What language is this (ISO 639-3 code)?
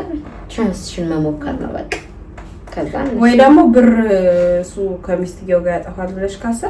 amh